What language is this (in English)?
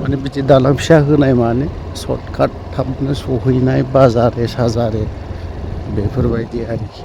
Bodo